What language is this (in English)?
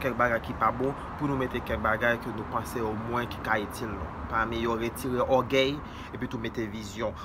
Haitian Creole